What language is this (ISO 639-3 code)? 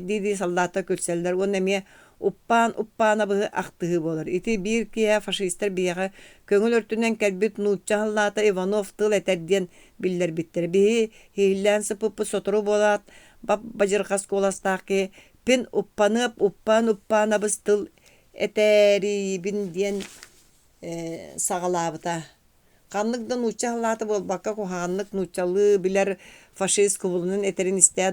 sah